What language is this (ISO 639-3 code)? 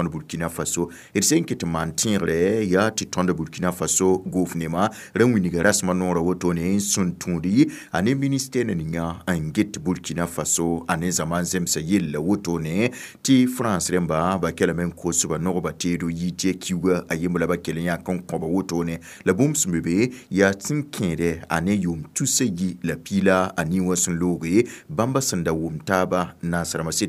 mos